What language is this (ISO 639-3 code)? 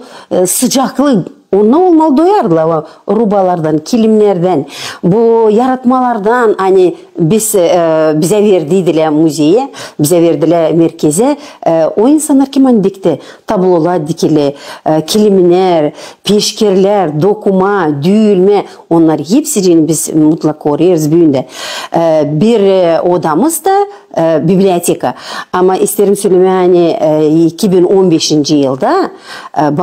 gag